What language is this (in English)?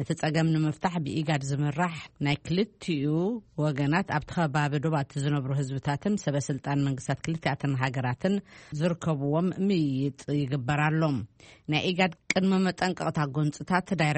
Tigrinya